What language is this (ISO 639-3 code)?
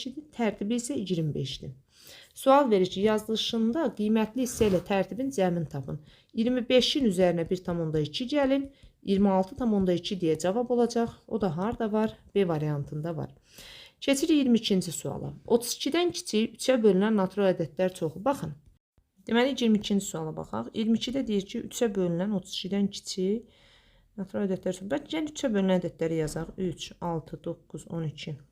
aze